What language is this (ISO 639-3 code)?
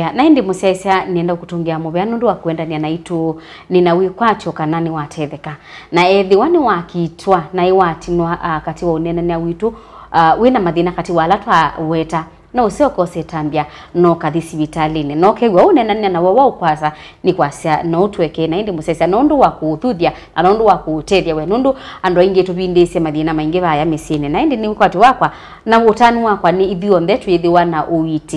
kam